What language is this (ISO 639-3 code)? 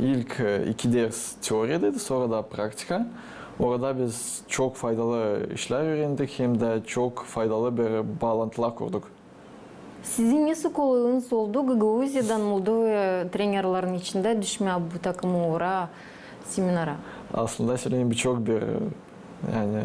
gag